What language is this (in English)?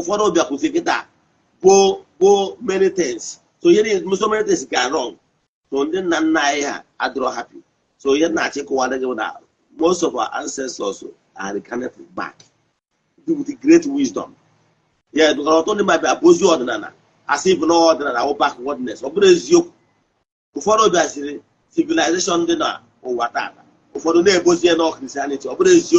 Igbo